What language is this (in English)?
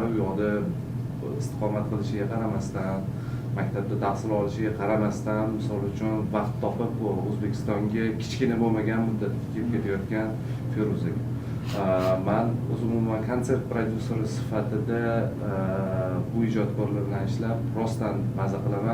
Uzbek